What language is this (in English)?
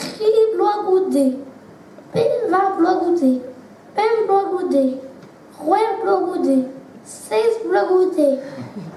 Breton